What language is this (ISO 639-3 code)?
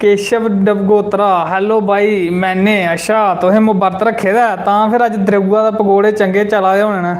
doi